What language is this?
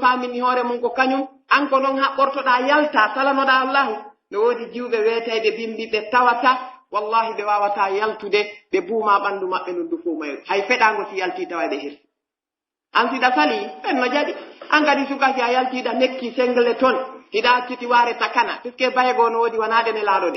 Pular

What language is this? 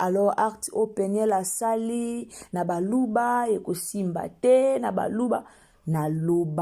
Lingala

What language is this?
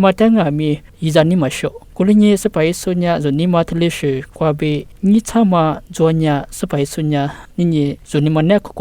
Lisu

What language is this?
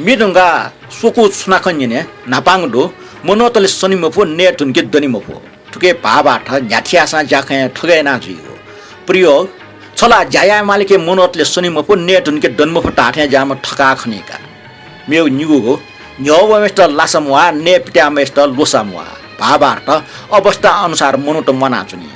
Newari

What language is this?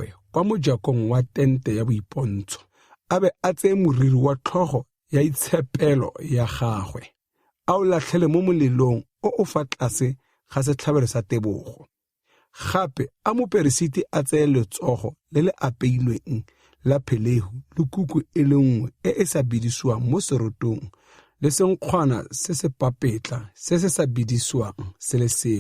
Tswana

